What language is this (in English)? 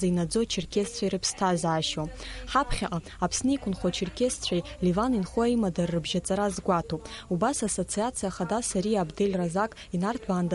Abkhazian